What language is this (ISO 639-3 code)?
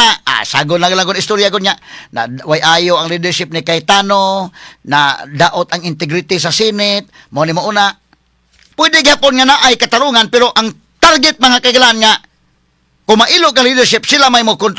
ceb